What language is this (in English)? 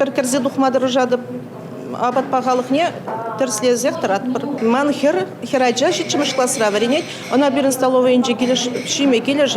Chuvash